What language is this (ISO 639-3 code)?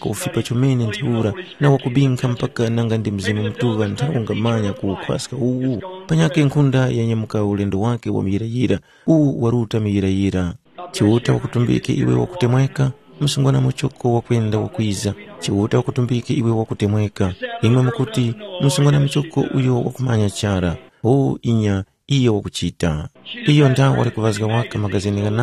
tum